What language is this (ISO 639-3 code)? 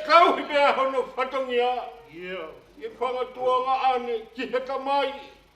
ton